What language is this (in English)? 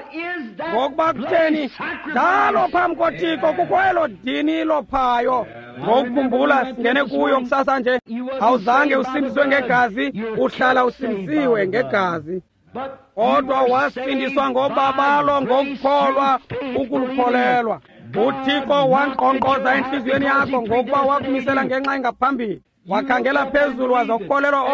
Xhosa